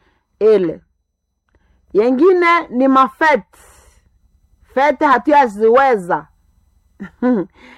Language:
Swahili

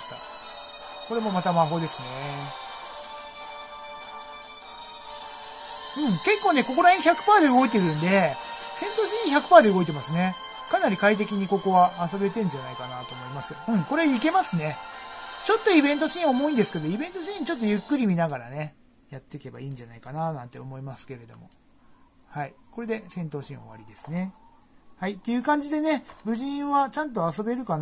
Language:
Japanese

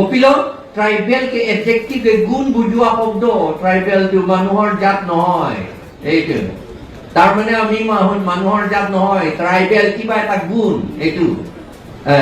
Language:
Karbi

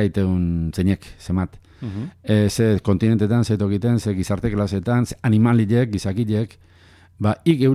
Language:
Basque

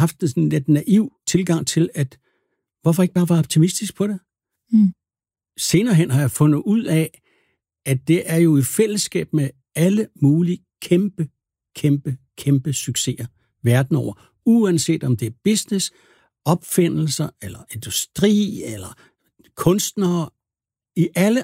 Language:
Danish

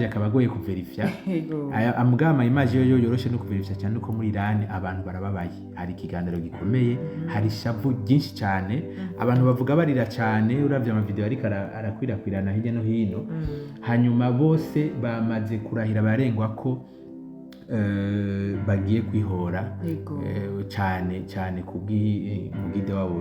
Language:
Rundi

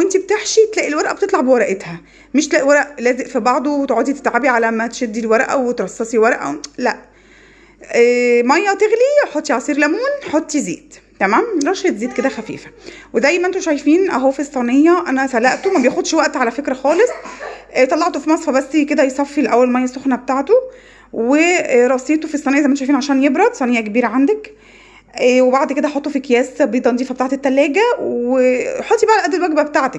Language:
Egyptian Arabic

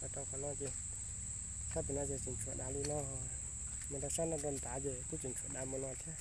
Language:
Hmong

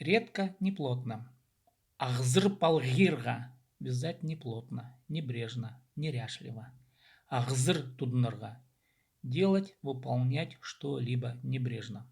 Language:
Khakas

